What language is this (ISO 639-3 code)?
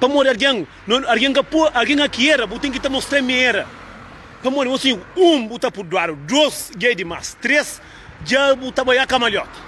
kea